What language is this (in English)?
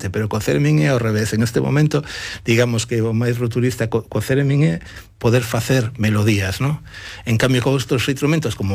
Galician